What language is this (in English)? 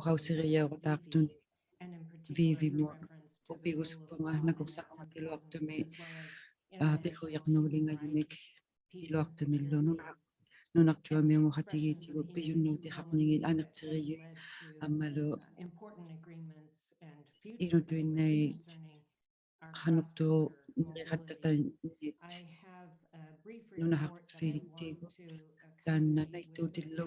Inuktitut